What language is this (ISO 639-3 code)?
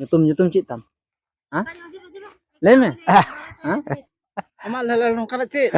sat